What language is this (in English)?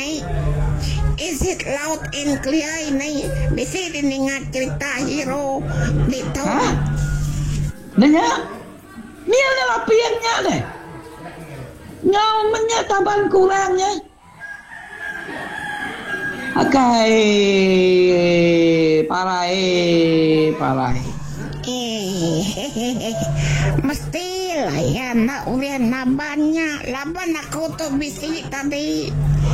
Iban